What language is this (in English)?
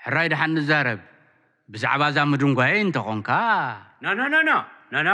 Tigrinya